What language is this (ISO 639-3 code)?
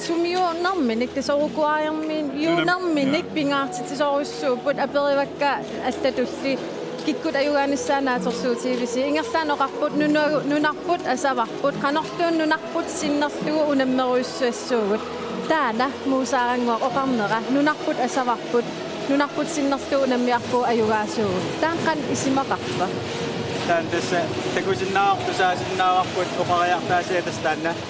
kal